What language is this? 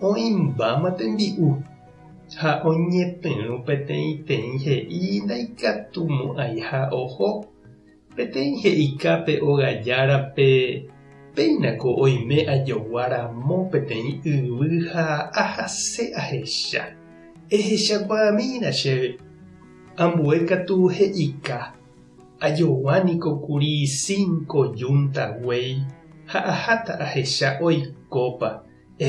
Guarani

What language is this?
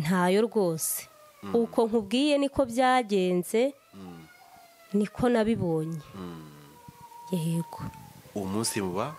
Kinyarwanda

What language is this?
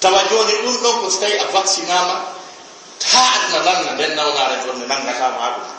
Fula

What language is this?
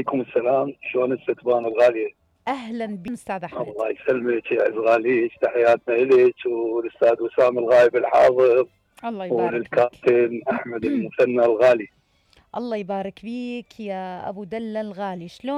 Mesopotamian Arabic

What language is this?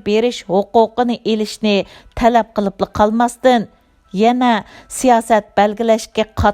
Uyghur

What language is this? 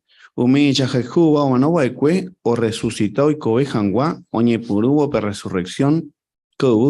Guarani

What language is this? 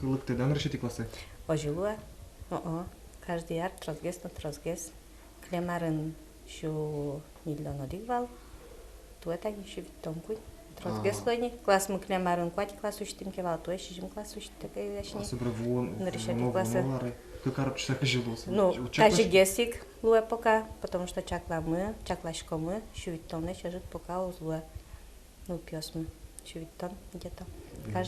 Udmurt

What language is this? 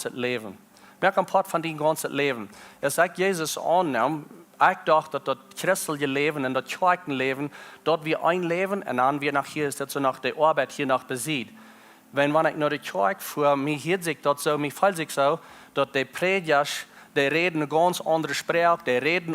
Plautdietsch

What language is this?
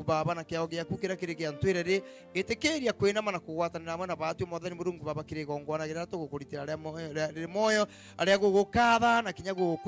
Meru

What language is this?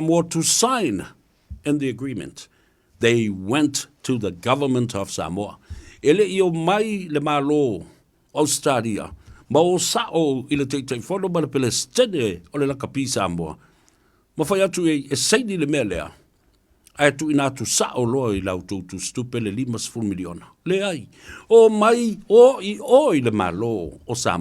Samoan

